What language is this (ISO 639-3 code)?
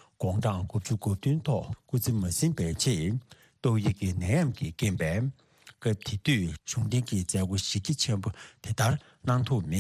bod